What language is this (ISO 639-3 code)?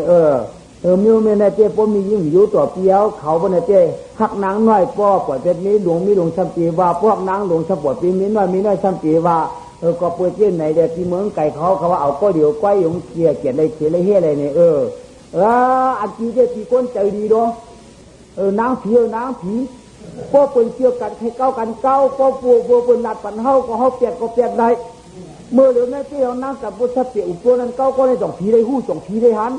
shn